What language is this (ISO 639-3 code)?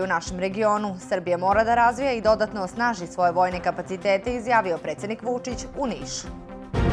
srp